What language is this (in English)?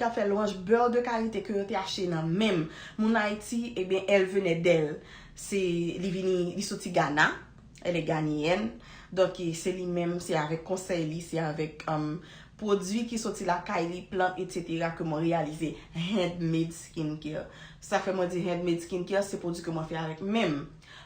Haitian Creole